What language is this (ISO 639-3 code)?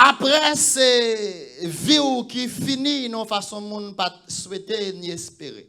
hat